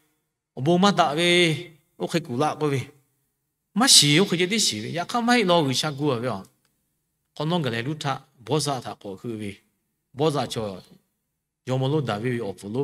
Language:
Lahu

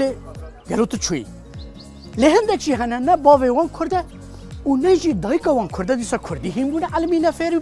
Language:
Kurdish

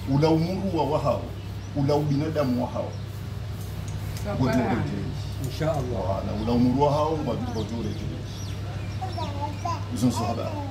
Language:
Swahili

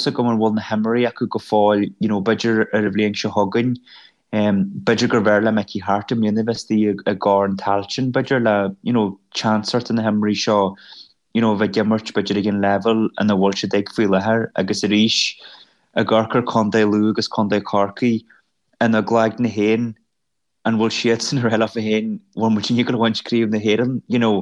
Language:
Irish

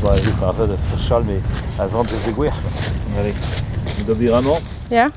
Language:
Breton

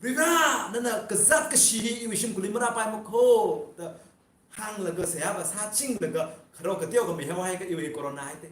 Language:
Tangkhul Naga (India)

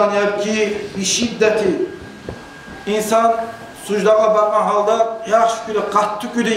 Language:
Kumyk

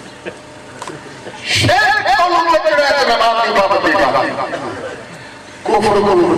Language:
Urdu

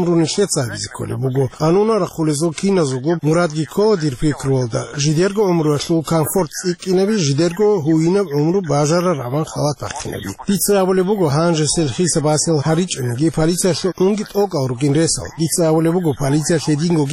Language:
Avaric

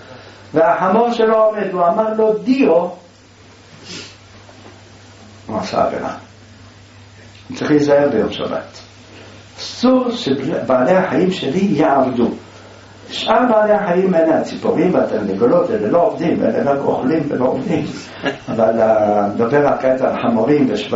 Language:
Hebrew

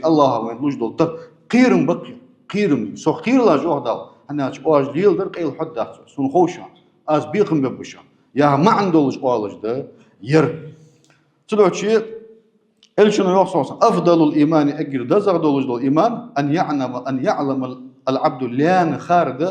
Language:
Ingush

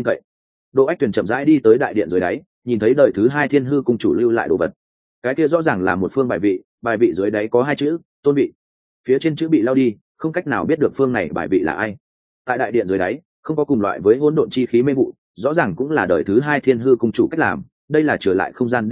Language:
Vietnamese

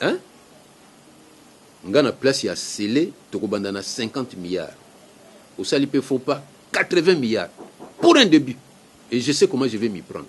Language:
Lingala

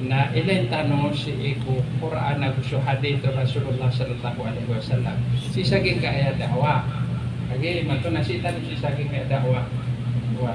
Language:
Maranao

